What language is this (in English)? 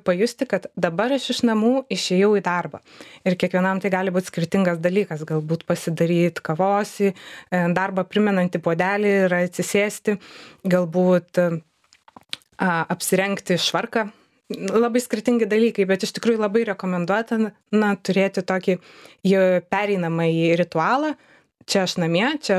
Lithuanian